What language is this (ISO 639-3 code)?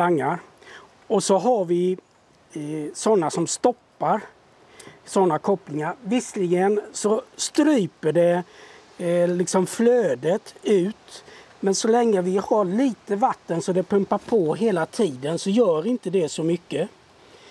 swe